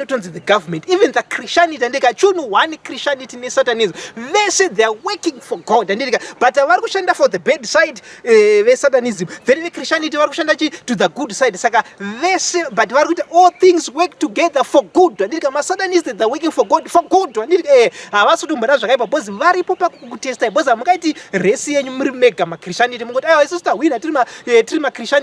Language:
Shona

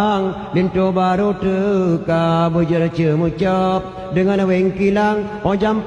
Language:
Achinese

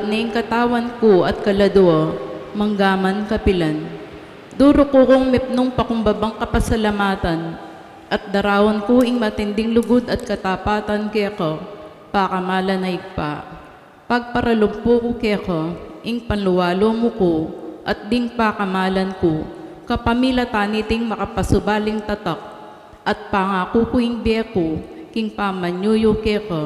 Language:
Pampanga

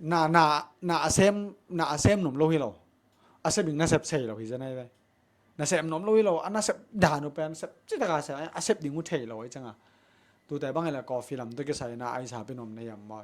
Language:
Tedim Chin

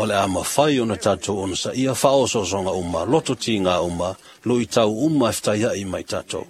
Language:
Samoan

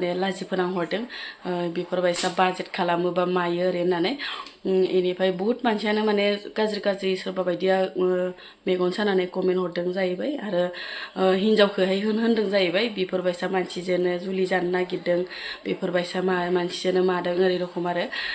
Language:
Bodo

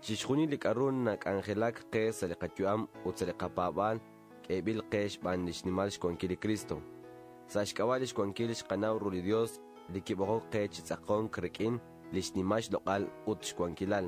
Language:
Kekchí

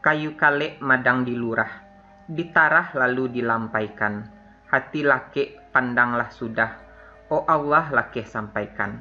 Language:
Minangkabau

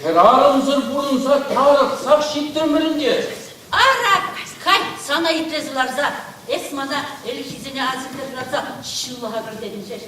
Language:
Chuvash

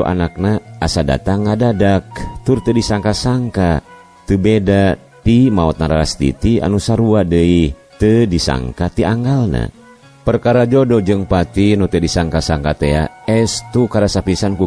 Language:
Sundanese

